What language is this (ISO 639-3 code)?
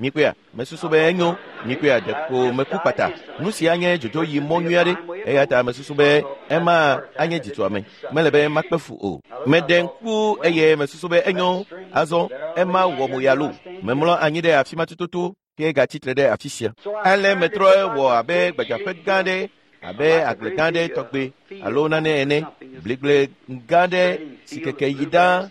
ewe